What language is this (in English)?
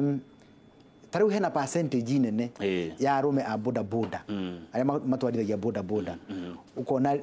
Kikuyu